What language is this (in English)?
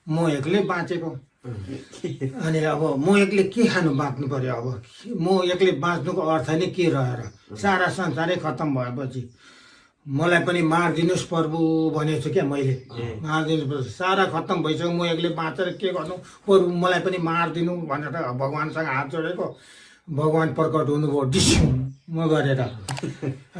Nepali